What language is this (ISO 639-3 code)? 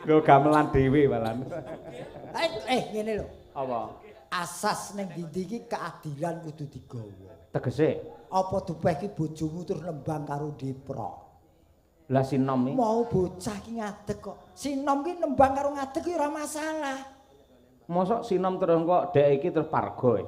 jav